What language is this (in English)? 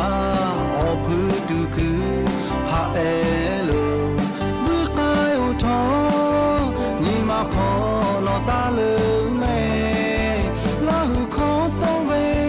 Lahu